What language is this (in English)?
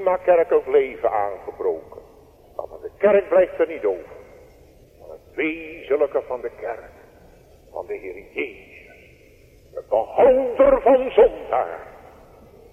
Dutch